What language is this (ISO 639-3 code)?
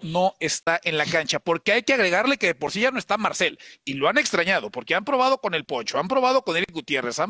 spa